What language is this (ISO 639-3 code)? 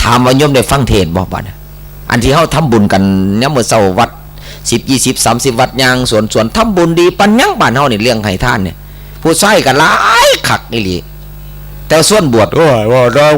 tts